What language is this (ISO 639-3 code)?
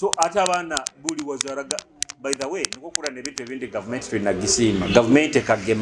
nyo